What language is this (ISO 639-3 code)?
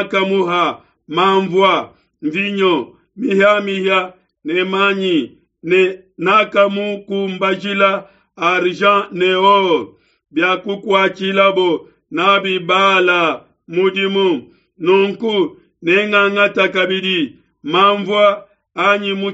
lua